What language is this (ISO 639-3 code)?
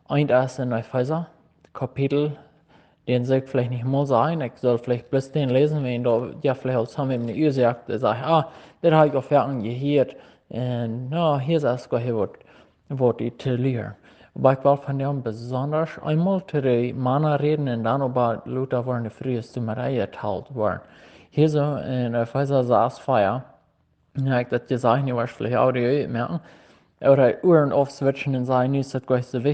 pdt